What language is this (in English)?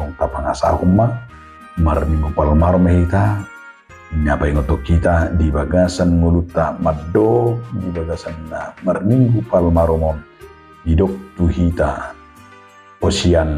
Batak Toba